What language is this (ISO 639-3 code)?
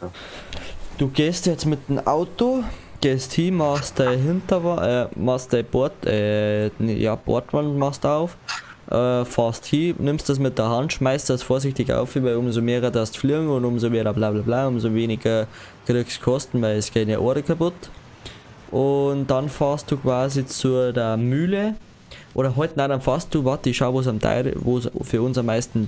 bar